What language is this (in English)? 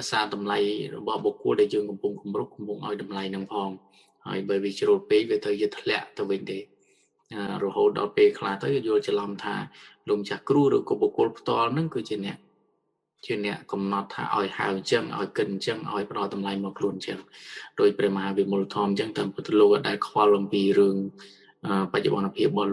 Khmer